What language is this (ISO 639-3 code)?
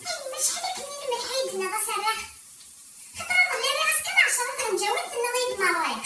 kab